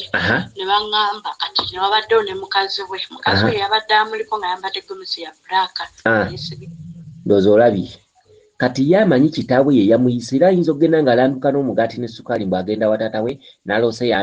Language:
Ganda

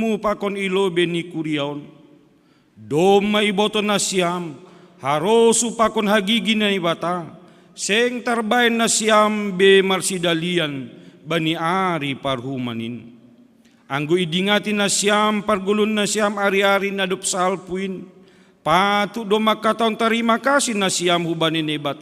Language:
Batak Simalungun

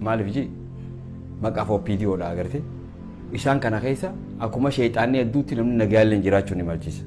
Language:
Oromo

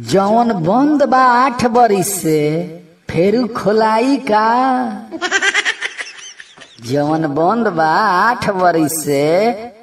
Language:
Bhojpuri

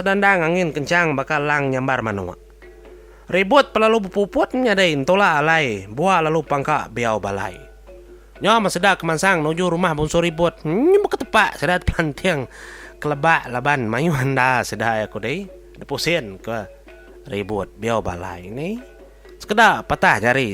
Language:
Iban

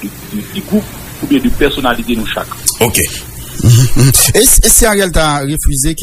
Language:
Haitian Creole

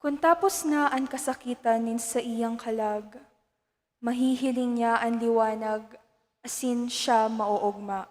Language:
Bikol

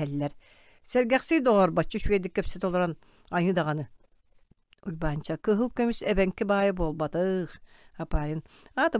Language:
Yakut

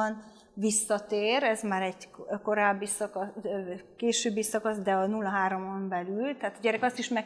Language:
Hungarian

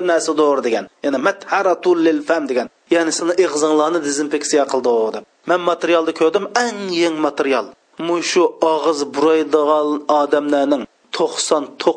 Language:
Uyghur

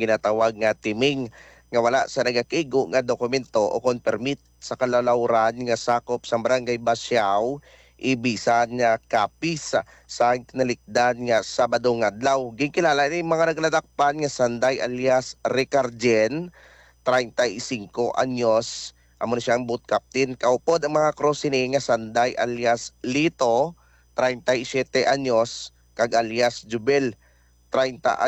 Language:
Hiligaynon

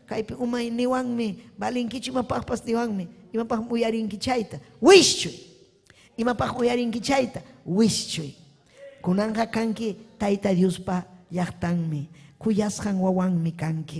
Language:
Ayacucho Quechua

